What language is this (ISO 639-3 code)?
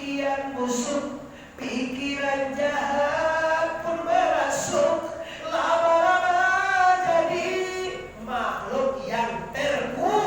min